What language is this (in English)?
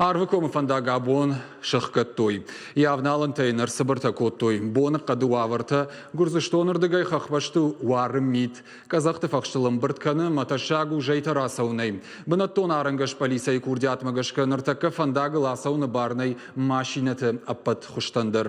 Ossetic